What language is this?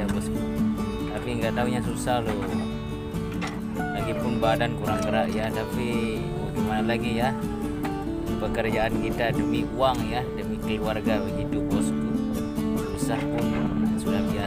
Indonesian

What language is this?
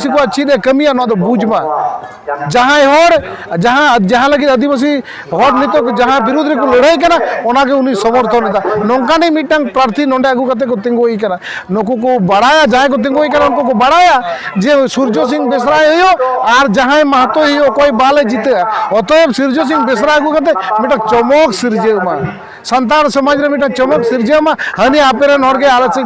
Santali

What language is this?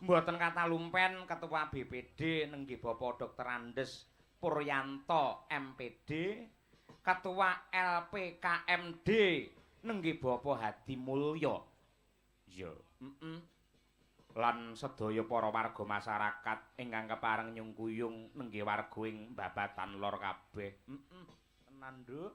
Javanese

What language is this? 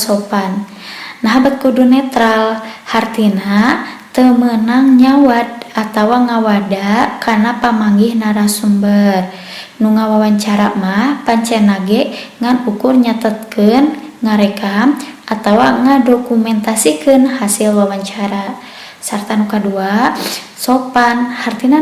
Sundanese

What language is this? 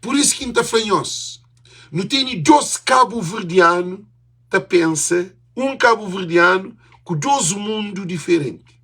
Kabuverdianu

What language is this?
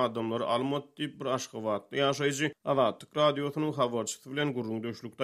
Turkmen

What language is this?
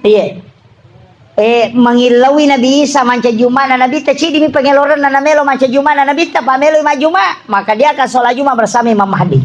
Buginese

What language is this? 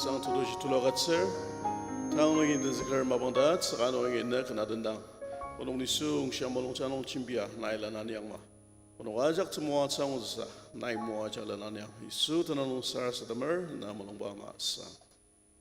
Ao Naga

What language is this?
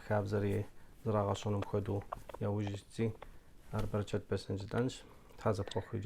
Kabardian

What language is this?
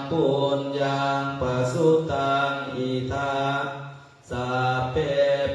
Pali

